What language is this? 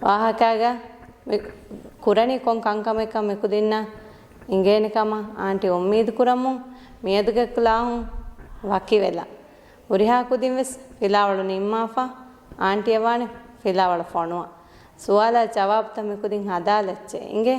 Divehi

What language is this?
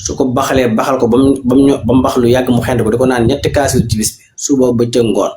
Wolof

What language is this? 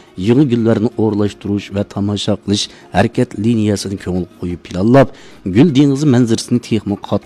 Uyghur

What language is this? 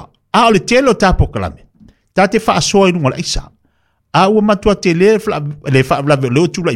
Samoan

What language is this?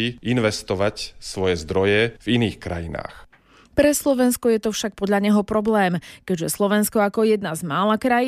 Slovak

